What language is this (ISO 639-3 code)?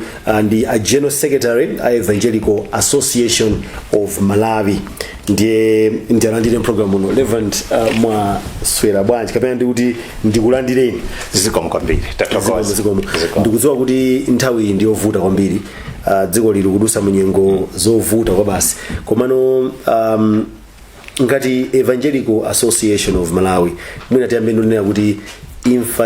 nya